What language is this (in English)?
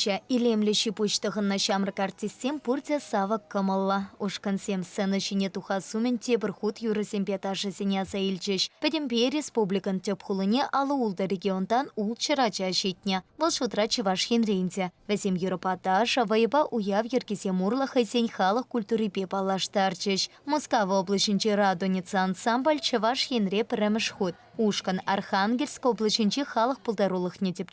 Chuvash